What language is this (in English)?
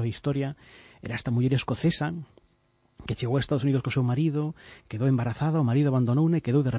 Galician